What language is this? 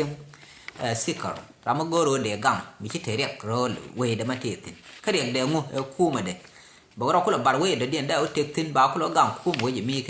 Nuer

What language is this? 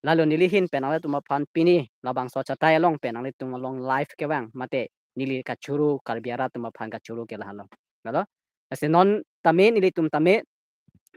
Karbi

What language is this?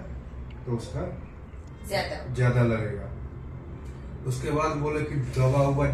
Hindi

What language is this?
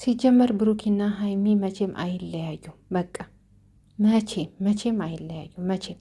Amharic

